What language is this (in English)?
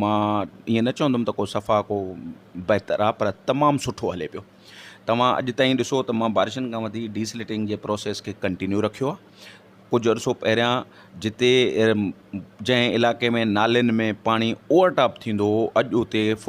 Sindhi